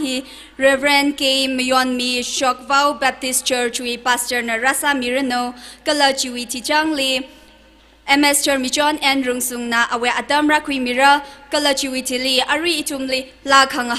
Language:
Tangkhul Naga (India)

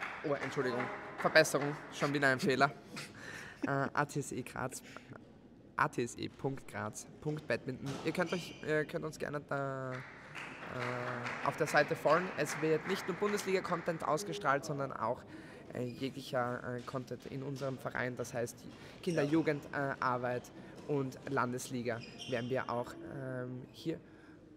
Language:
German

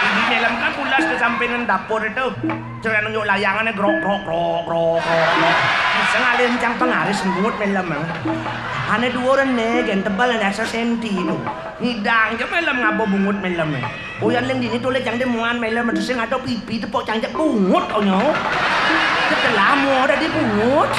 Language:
Balinese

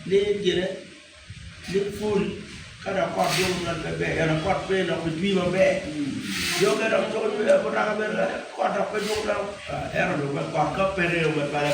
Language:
Acoli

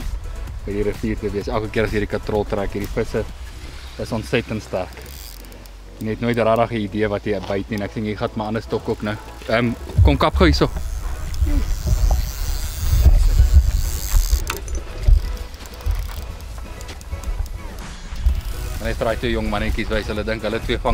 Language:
Afrikaans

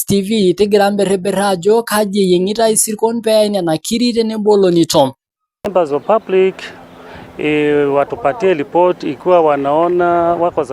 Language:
Masai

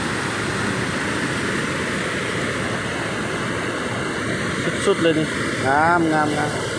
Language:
Lao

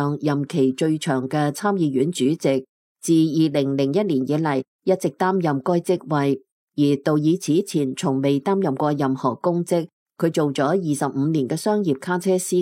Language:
Cantonese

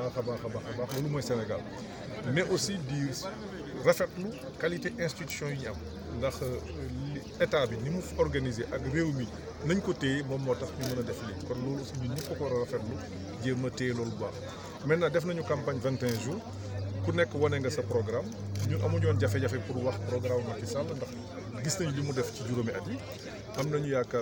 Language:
Wolof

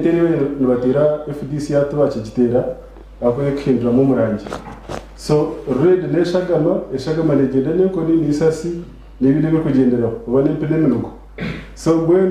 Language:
Nyankole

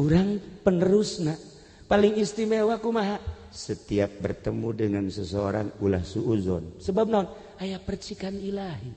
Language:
Sundanese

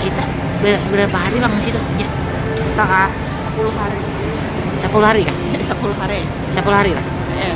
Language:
Banjar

